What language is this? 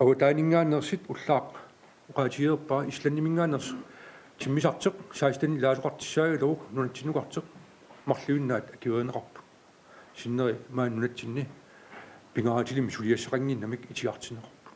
Kalaallisut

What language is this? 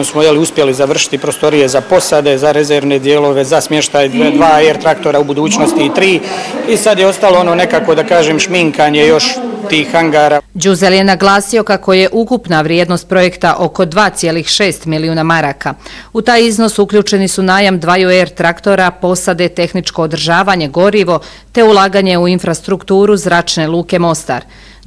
Bosnian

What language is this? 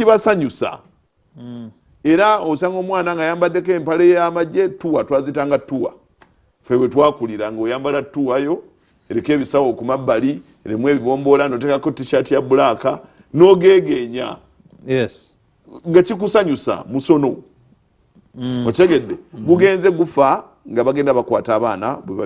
Ganda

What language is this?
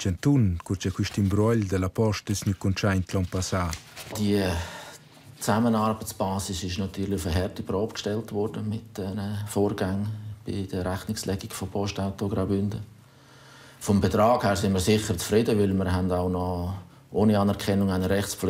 Romansh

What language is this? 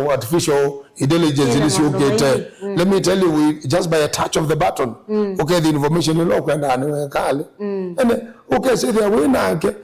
Kamba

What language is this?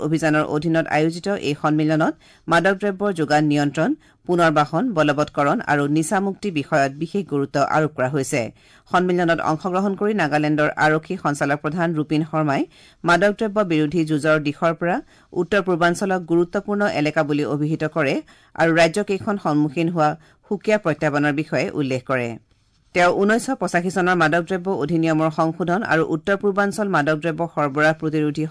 Assamese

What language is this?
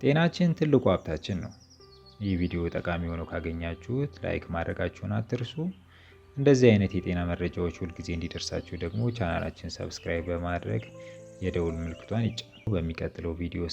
Amharic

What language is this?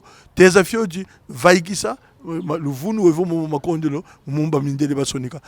Kongo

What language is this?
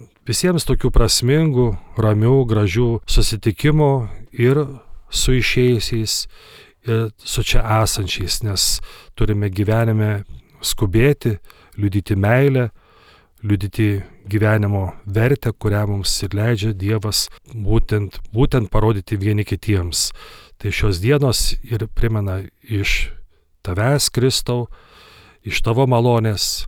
Lithuanian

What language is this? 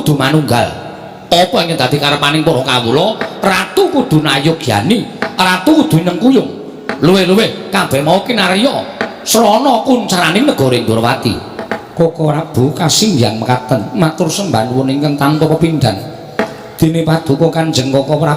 Javanese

